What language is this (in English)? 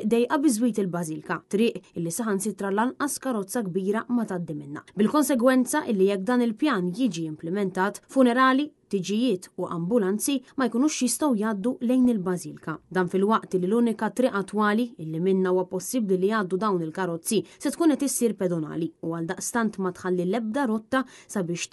Maltese